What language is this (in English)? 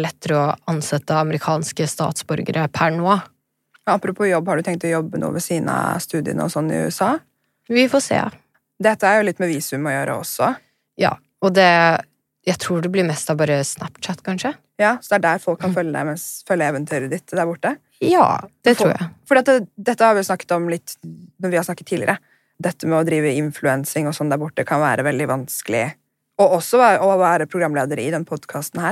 Norwegian